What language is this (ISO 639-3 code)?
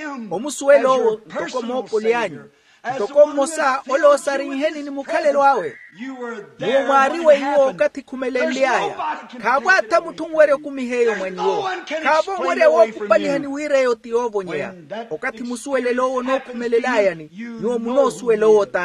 vmw